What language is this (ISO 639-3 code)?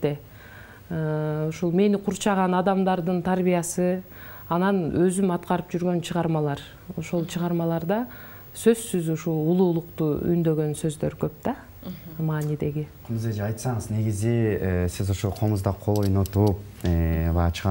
kir